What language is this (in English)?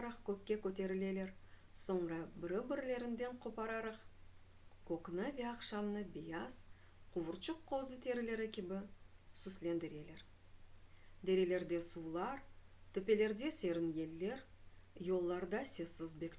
Crimean Tatar